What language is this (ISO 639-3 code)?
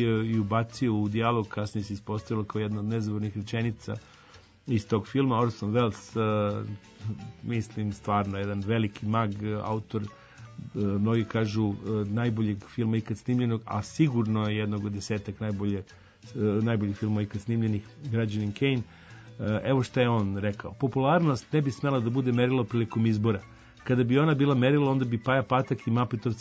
srp